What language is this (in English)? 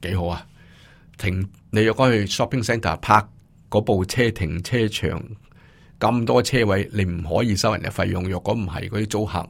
Cantonese